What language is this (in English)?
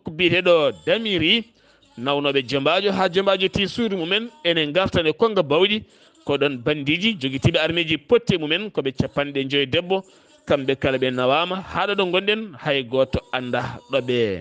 Fula